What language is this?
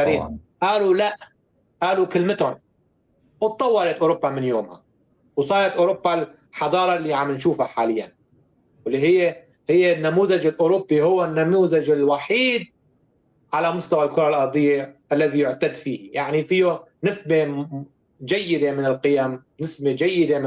North Levantine Arabic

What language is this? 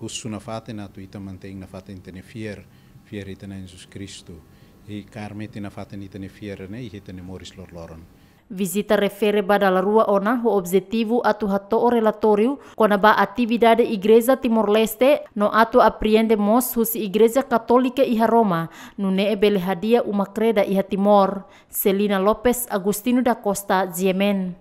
Tetum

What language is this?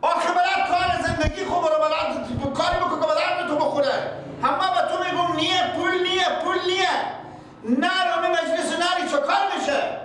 Persian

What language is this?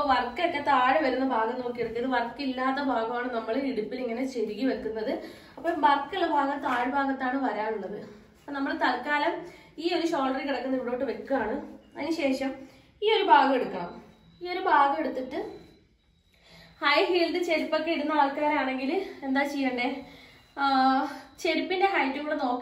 Malayalam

